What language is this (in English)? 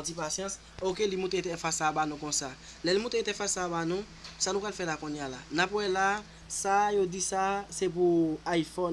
Haitian Creole